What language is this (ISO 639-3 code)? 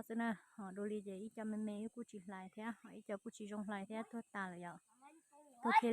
hmn